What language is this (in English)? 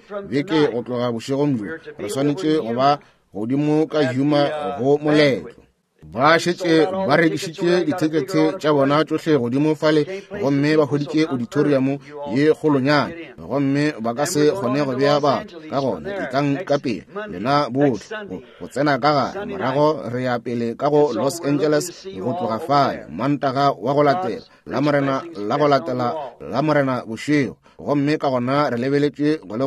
Northern Sotho